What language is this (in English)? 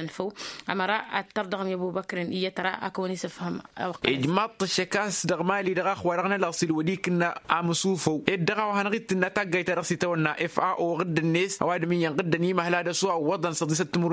Tamasheq